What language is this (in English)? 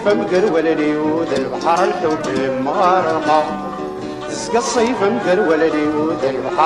Kabyle